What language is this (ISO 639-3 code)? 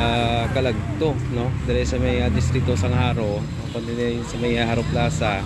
hil